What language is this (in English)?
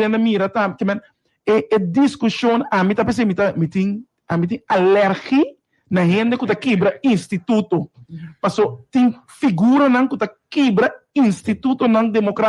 Papiamento